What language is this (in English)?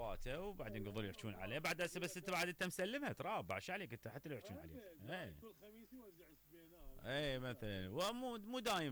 Mesopotamian Arabic